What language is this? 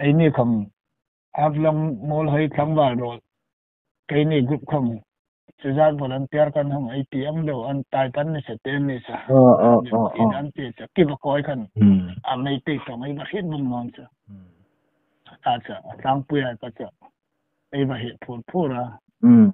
Hmar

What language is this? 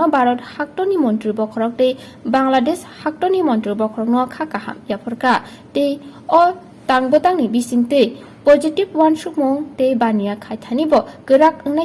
Kok Borok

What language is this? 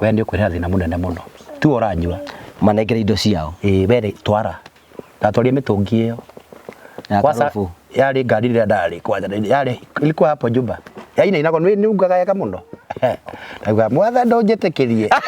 Kikuyu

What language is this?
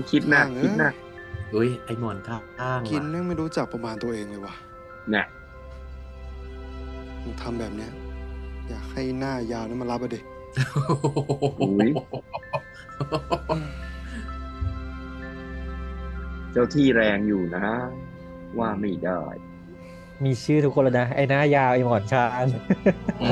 Thai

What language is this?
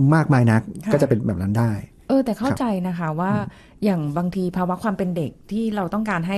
Thai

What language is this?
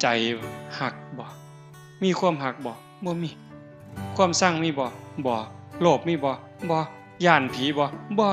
Northeastern Thai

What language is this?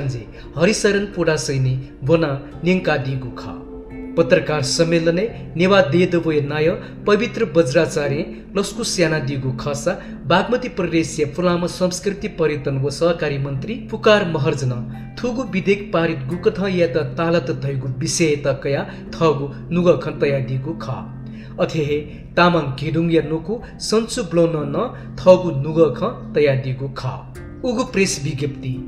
Newari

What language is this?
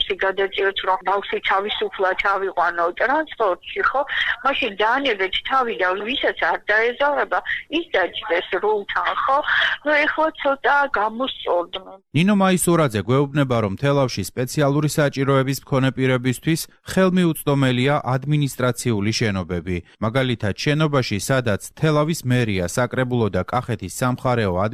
Georgian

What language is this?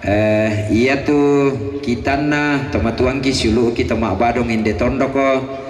Toraja-Sa'dan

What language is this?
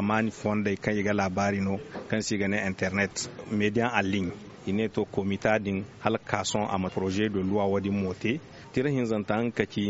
Zarma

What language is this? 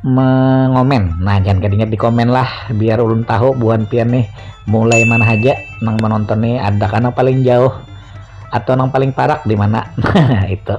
Banjar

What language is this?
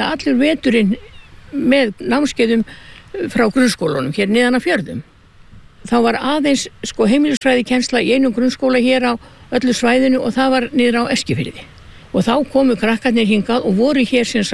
Icelandic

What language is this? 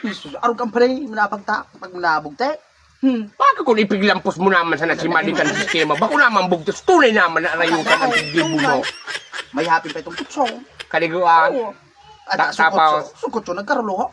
Bikol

